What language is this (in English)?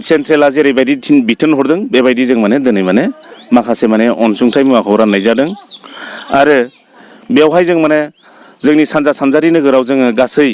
Bodo